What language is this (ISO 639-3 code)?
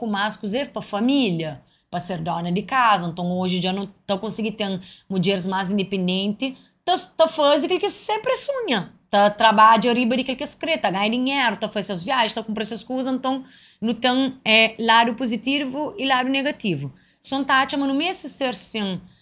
kea